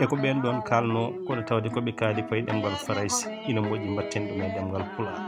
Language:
Fula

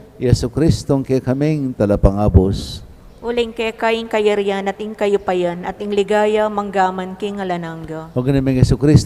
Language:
Pampanga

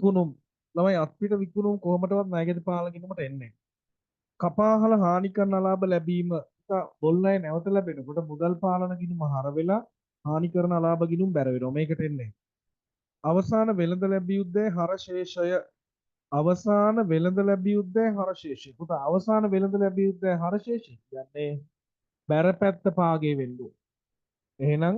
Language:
Sinhala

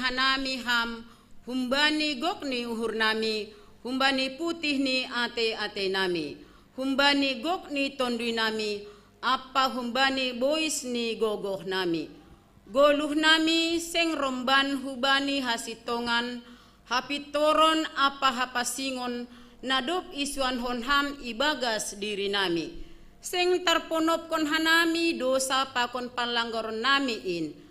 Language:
Batak Simalungun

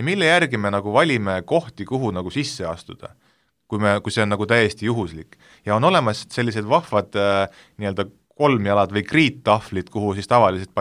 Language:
Estonian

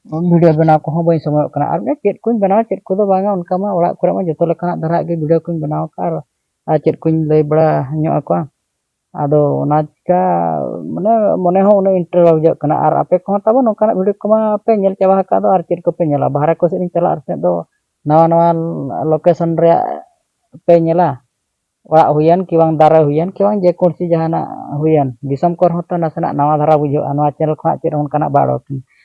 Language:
Santali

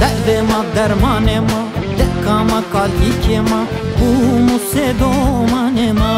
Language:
Zaza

